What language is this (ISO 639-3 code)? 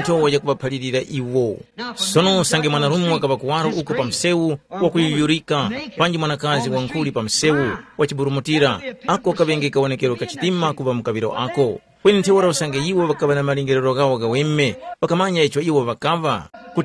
tum